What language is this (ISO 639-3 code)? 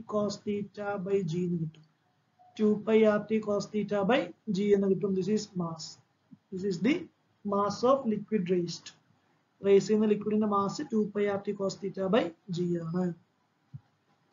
mal